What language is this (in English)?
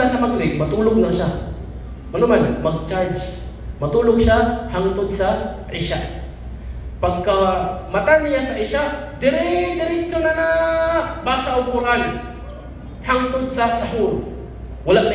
Cebuano